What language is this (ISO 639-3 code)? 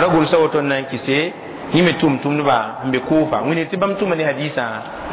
mos